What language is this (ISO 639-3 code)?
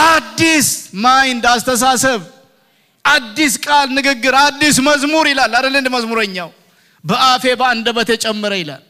amh